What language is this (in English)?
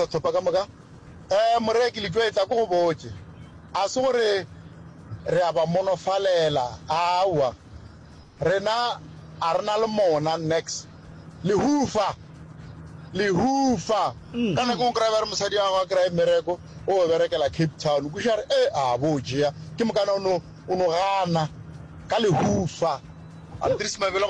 Northern Sotho